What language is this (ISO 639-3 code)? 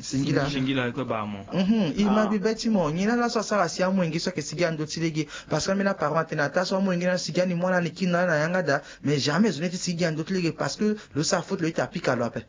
sag